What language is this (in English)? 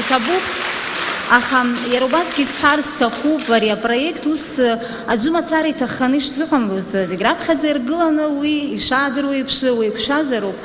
Abkhazian